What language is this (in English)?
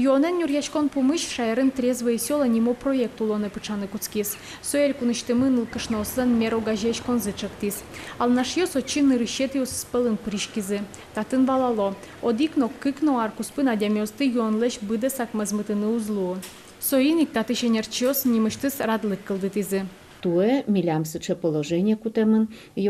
Udmurt